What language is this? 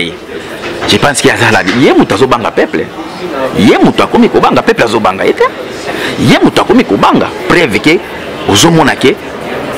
Lingala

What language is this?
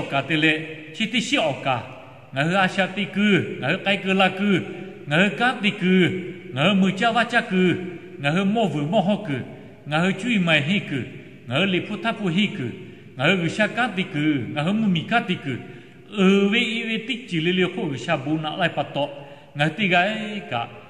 Lahu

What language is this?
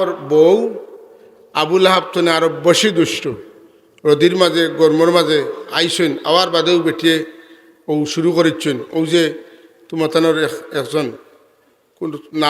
Sylheti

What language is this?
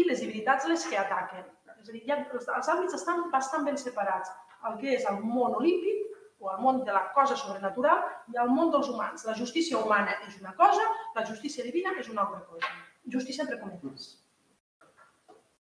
Catalan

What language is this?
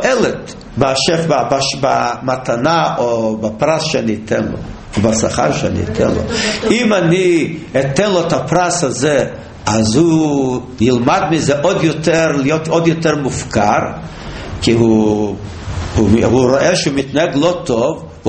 Hebrew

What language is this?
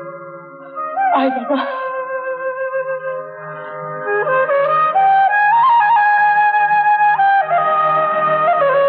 Bangla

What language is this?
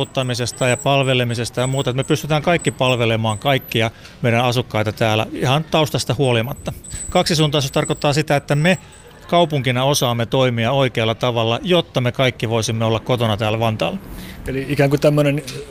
Finnish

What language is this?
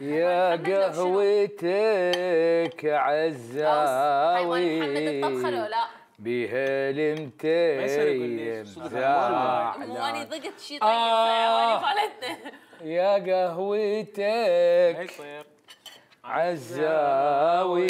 Mesopotamian Arabic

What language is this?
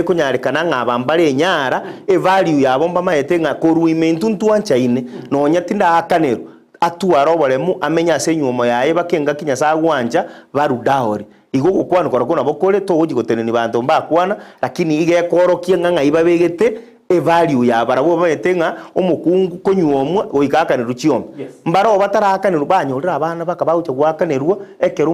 Gusii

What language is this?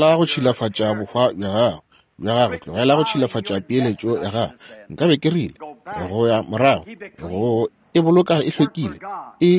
Northern Sotho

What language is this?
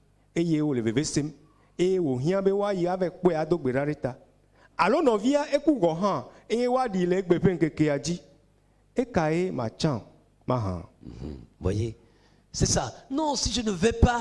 Ewe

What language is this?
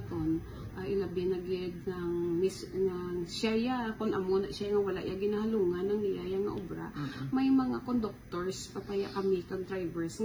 Hiligaynon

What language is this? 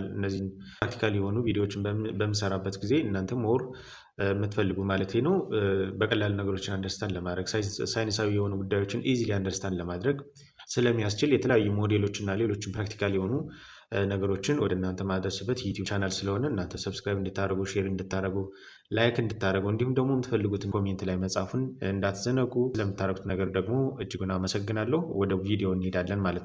Amharic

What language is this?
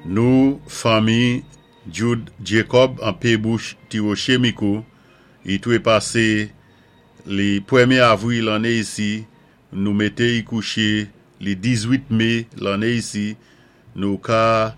Saint Lucian Creole French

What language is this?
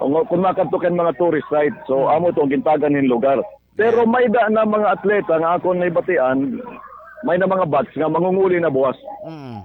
Waray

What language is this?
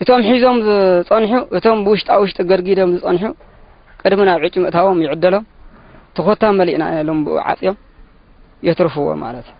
Tigrinya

